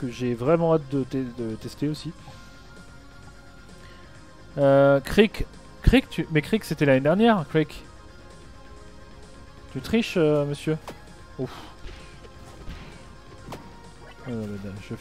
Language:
French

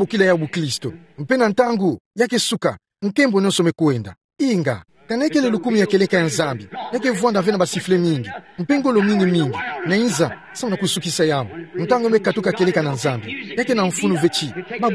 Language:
Kituba (Democratic Republic of Congo)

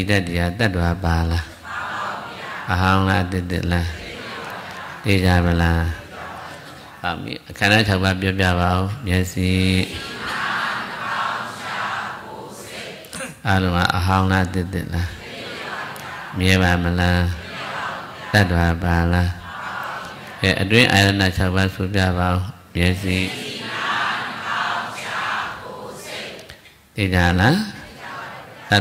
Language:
Burmese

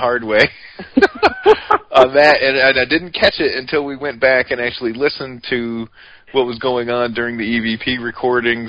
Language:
English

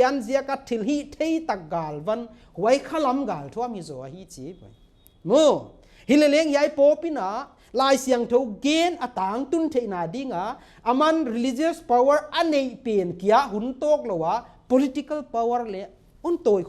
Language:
Paite Chin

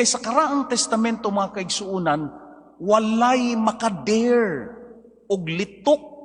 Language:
Cebuano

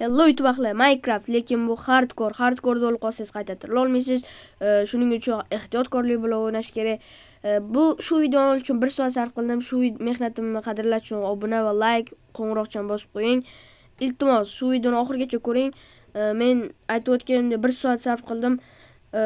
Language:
Uzbek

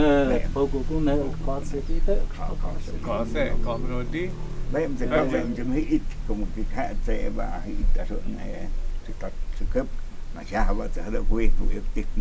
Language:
Totontepec Mixe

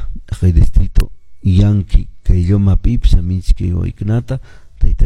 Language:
Quechua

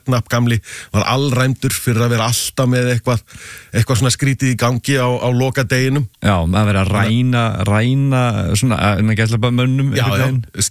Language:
Icelandic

